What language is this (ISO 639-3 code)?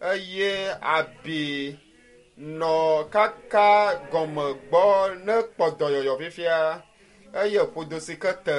ewe